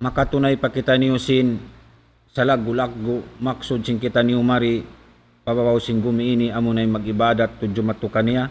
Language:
Tausug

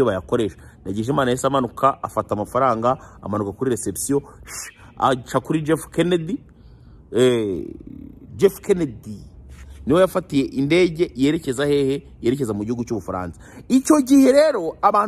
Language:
Kinyarwanda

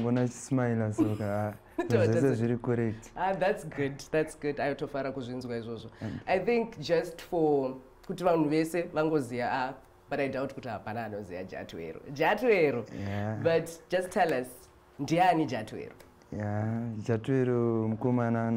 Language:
Shona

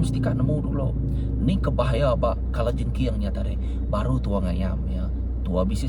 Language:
Iban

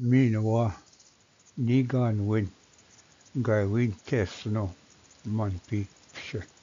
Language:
Ojibwa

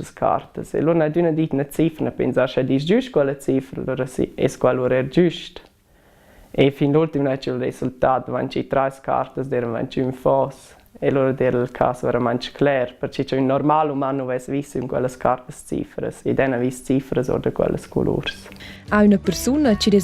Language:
Romansh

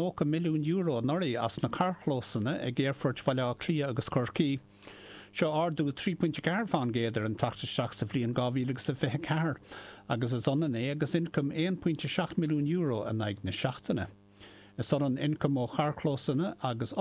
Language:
Irish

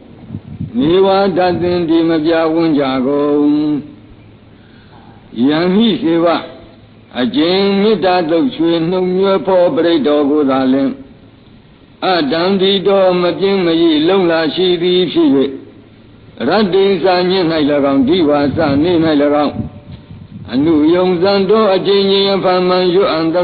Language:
Burmese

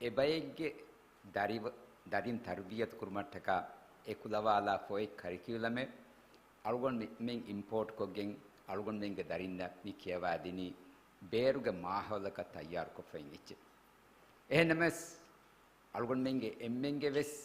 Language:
Divehi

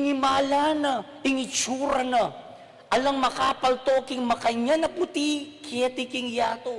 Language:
Pampanga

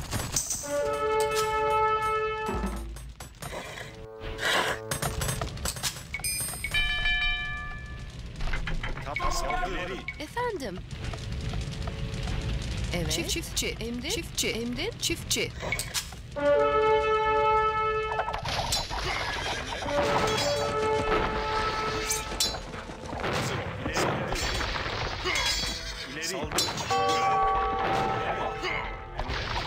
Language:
Turkish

